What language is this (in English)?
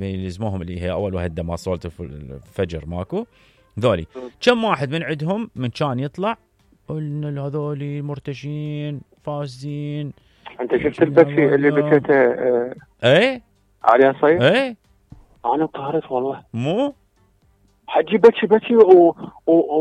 Mesopotamian Arabic